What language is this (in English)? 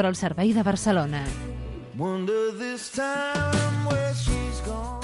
Catalan